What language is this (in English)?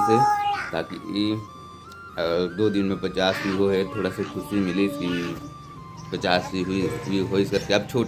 Chhattisgarhi